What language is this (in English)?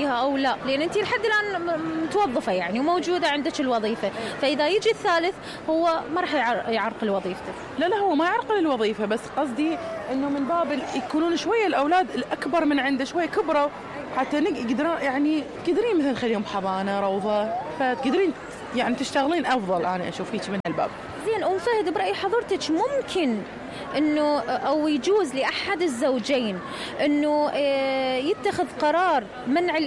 Mesopotamian Arabic